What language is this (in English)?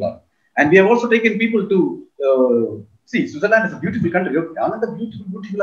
Malayalam